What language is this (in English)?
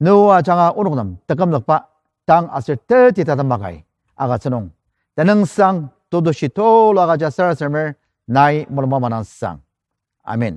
Ao Naga